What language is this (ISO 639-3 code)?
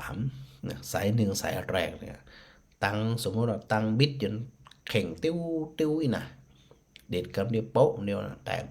nod